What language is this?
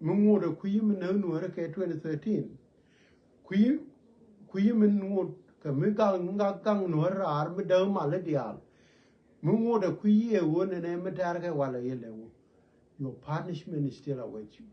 Nuer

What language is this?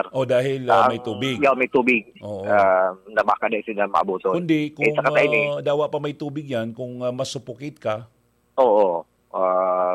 Bikol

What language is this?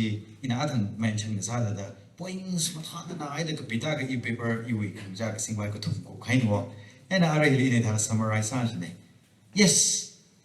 Tangkhul Naga (India)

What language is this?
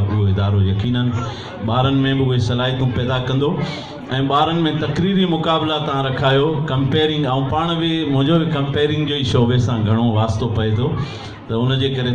Sindhi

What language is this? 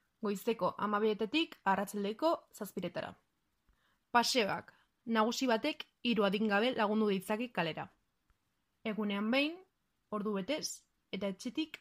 Basque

